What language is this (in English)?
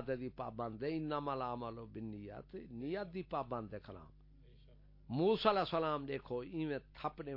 Saraiki